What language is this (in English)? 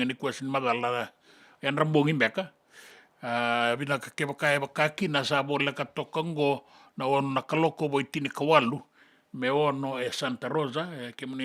Fijian